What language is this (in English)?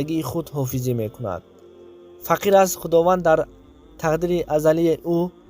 Tajik